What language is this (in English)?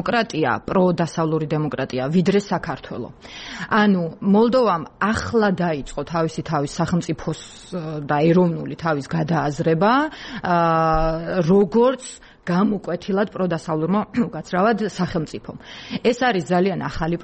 Georgian